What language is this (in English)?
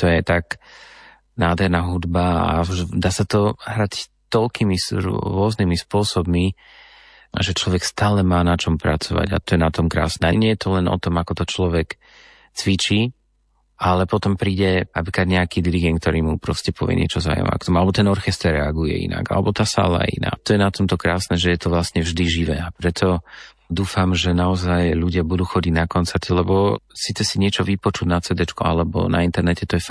Slovak